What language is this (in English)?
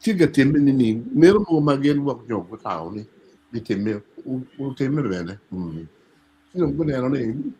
Acoli